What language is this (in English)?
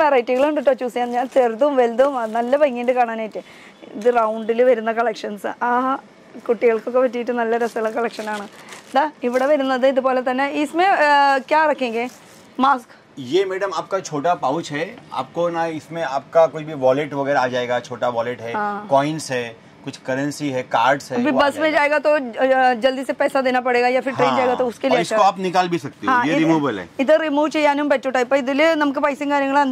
Malayalam